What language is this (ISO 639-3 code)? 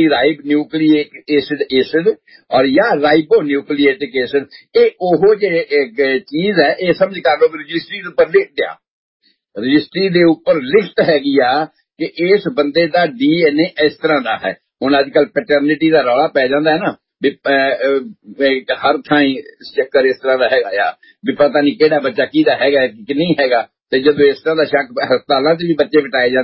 pan